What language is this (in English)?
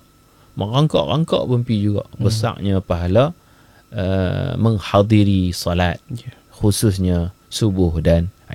Malay